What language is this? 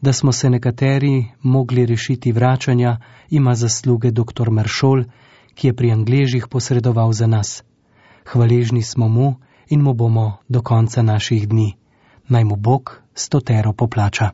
Slovenian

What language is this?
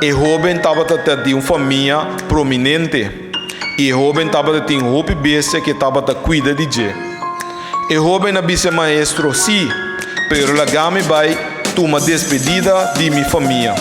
Papiamento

